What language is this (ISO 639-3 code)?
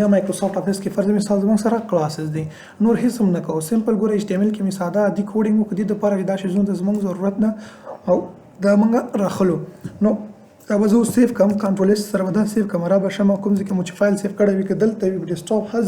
pus